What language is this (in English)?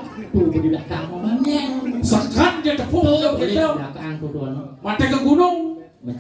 Balinese